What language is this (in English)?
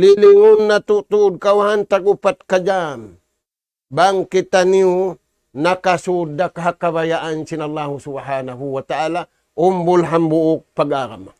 Tausug